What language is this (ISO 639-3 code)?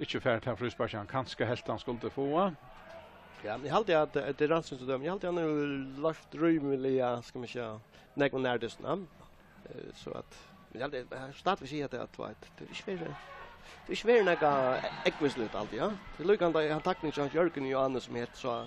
fao